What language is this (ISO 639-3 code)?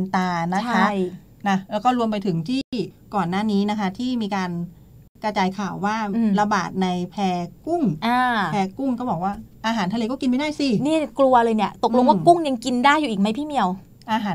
tha